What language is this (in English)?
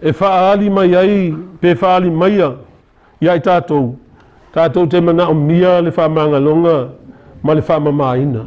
Samoan